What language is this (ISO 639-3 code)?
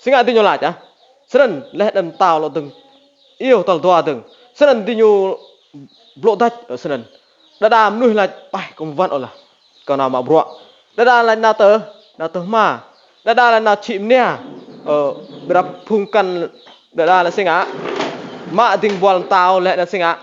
rad